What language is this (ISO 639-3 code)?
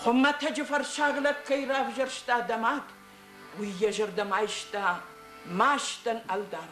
oss